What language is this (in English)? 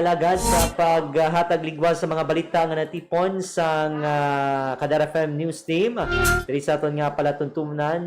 Hiligaynon